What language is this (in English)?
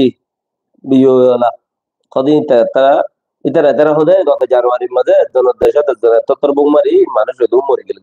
Rohingya